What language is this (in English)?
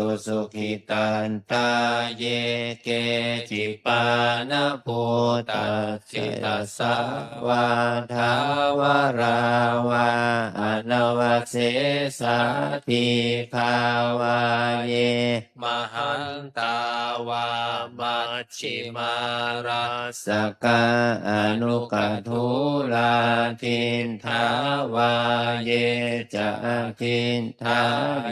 Pali